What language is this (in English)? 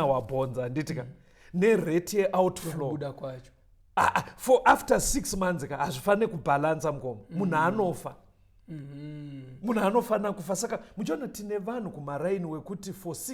Shona